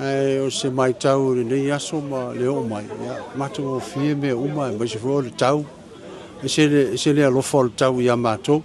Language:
Samoan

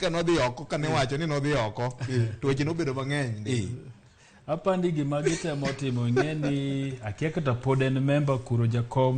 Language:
Luo (Kenya and Tanzania)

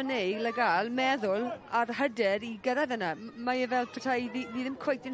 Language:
Welsh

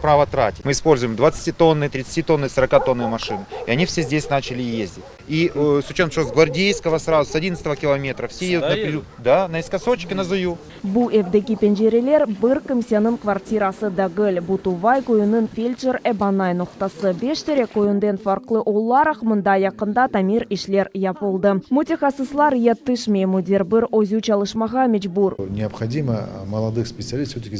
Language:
Crimean Tatar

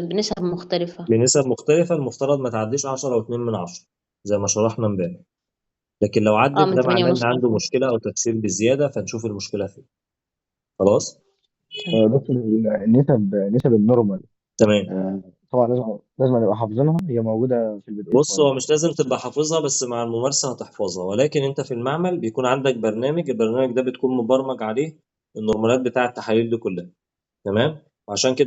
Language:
Egyptian Arabic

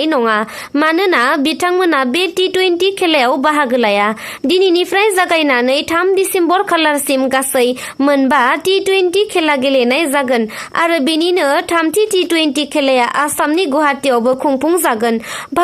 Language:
Bodo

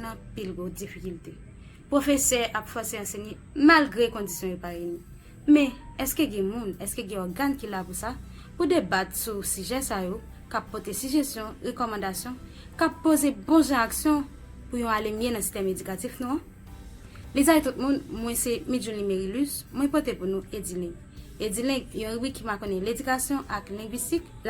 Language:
Haitian Creole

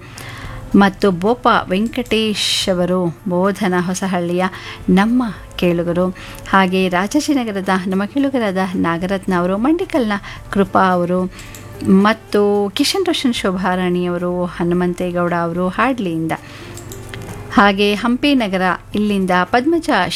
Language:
Kannada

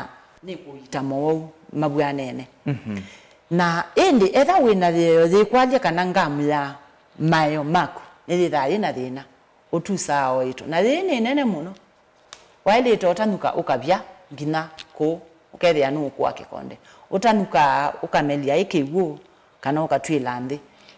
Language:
Kamba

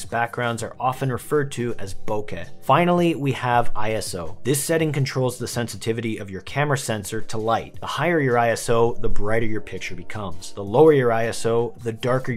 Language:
English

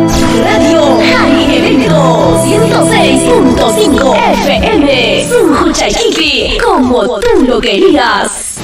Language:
Ayacucho Quechua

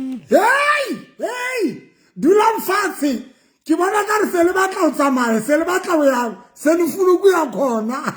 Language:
Southern Sotho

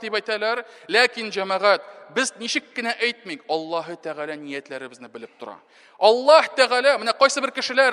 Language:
Tatar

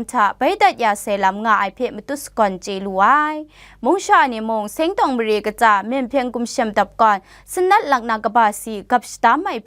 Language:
Kachin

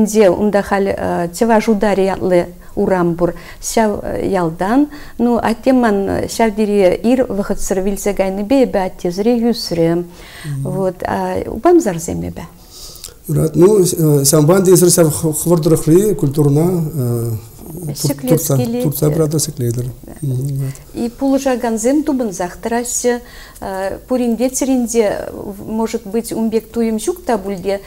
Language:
Chuvash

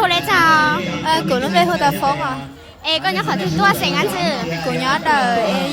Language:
Hmong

